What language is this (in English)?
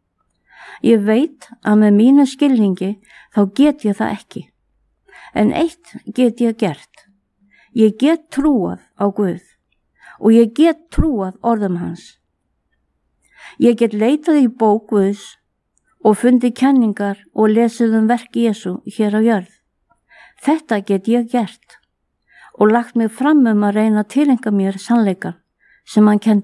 Icelandic